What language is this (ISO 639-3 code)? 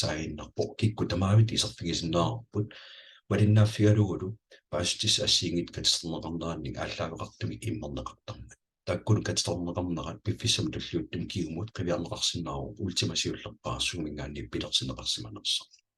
kal